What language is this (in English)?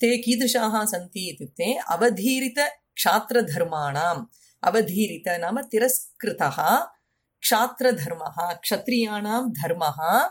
Sanskrit